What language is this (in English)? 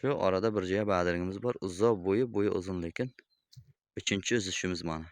Uzbek